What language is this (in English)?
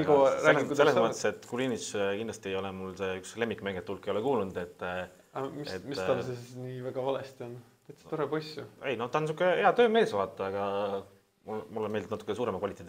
Estonian